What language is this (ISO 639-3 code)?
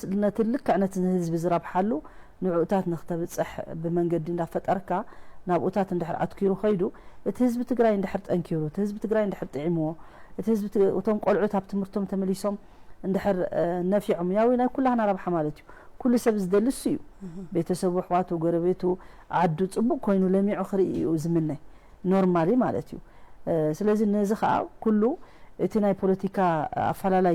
tir